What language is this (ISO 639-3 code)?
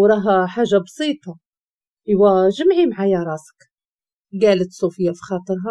ary